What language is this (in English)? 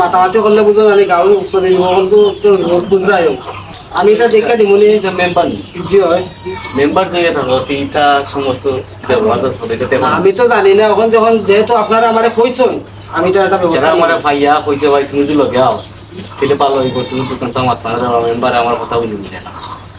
Sylheti